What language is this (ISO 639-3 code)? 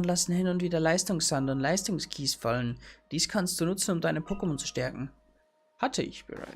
bar